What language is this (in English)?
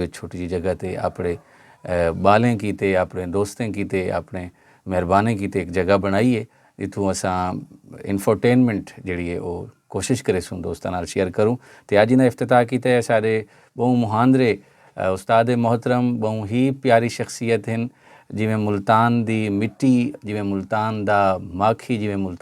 Saraiki